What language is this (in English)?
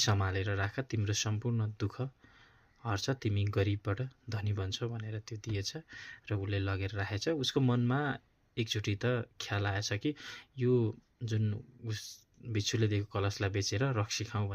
Nepali